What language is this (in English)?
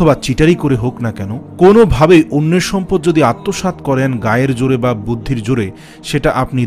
Bangla